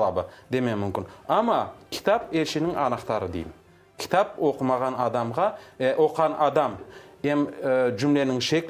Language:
Crimean Tatar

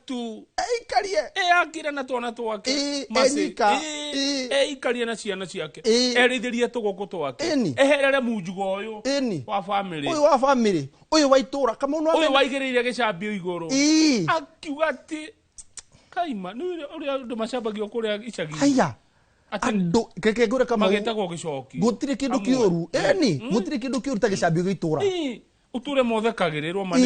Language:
Kikuyu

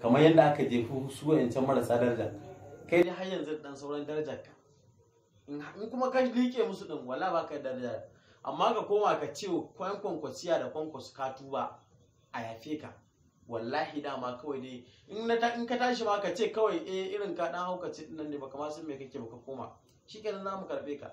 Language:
Hausa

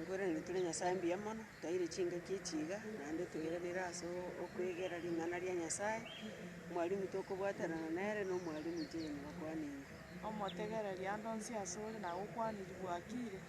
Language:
Gusii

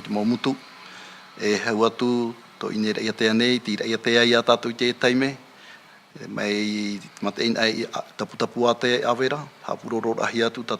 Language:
Tahitian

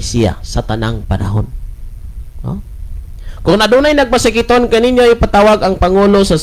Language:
Cebuano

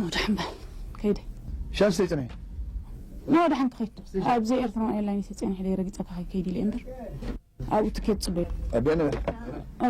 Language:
Tigrinya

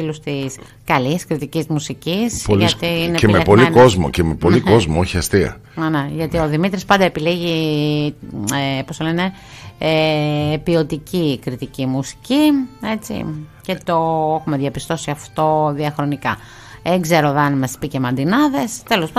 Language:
Greek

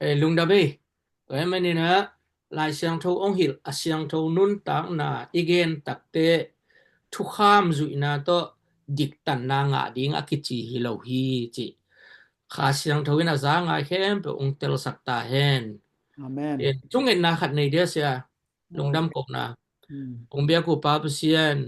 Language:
Tedim Chin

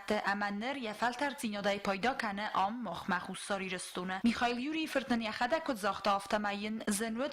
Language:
Ossetic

